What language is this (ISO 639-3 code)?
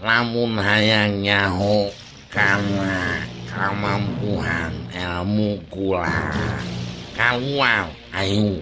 sun